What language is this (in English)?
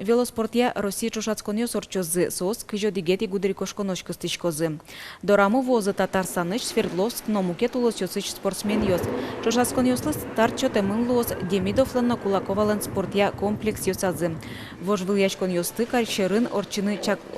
Udmurt